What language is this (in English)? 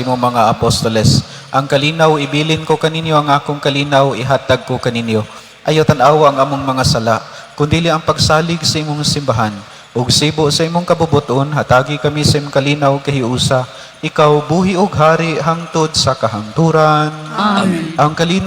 Cebuano